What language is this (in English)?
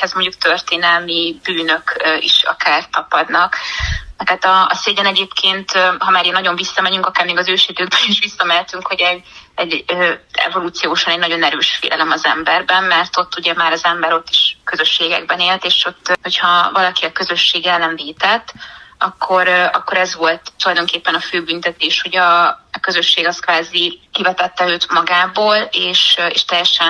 Hungarian